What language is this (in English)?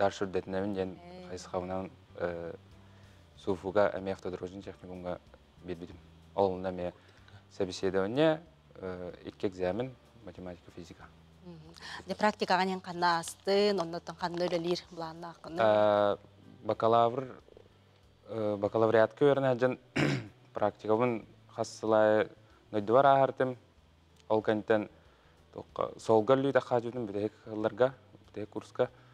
Yakut